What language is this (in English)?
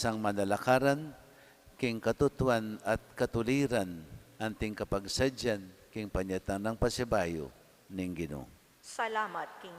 Pampanga